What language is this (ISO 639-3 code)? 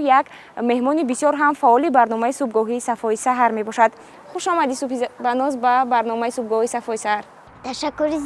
tgk